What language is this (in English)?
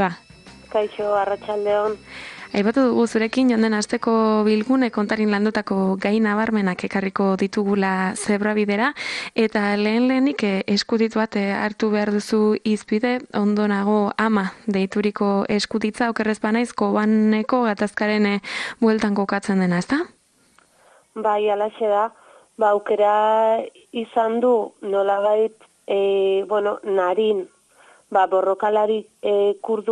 Basque